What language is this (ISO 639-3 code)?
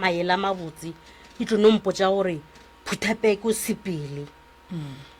nso